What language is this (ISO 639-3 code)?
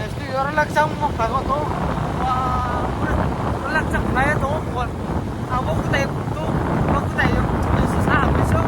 ria